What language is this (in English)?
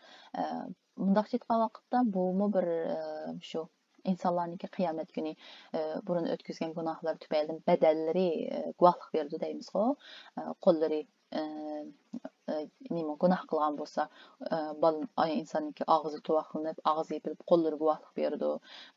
Uyghur